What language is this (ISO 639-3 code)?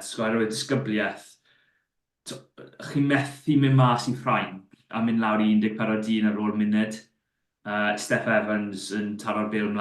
cym